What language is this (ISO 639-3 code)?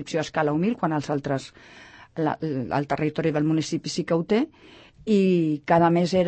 cat